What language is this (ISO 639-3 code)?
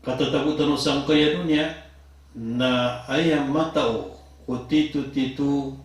mrw